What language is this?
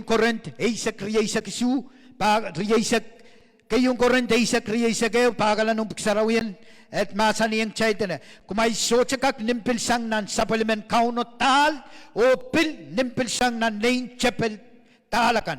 Pohnpeian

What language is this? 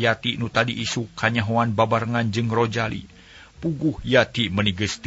Sundanese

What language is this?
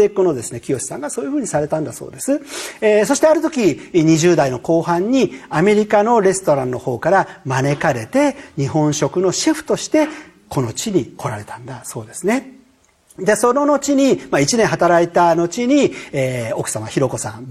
Japanese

